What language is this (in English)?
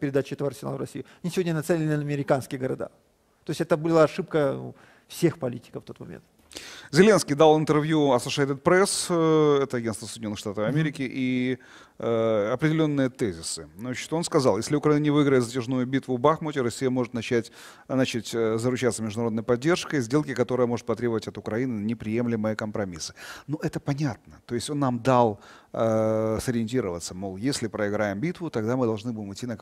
Russian